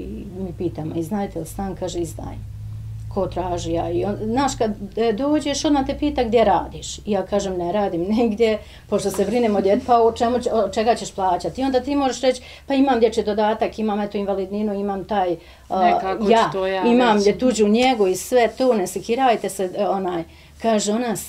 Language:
Bosnian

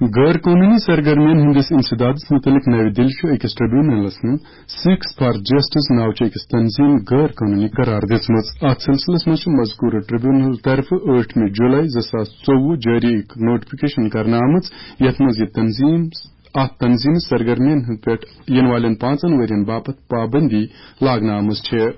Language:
Kashmiri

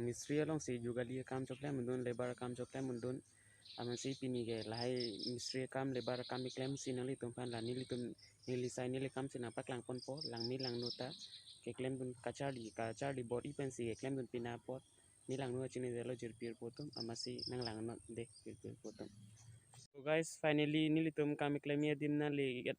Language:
Karbi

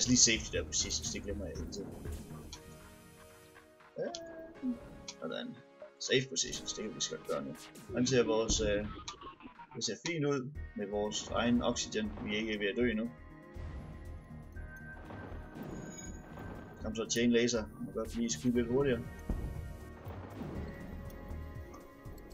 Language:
Danish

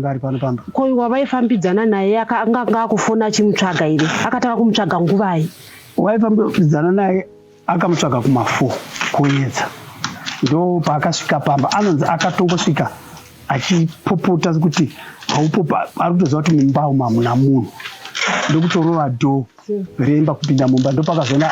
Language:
Shona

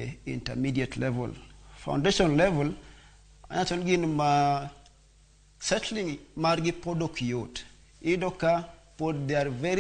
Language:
Luo (Kenya and Tanzania)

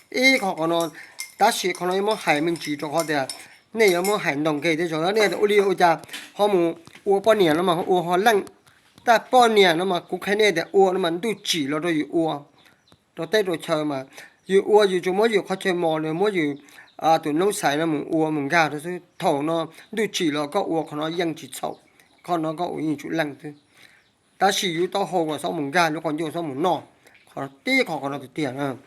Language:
Hmong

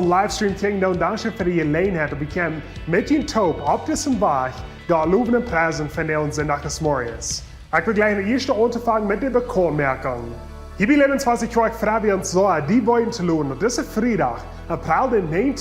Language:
Plautdietsch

